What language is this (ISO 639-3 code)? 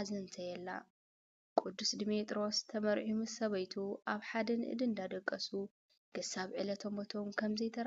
tir